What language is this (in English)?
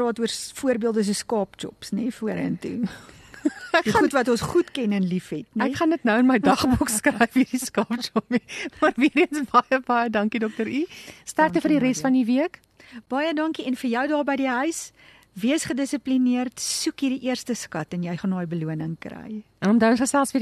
Afrikaans